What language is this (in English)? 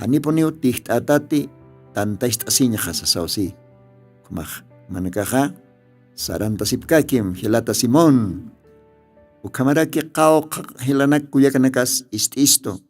Aymara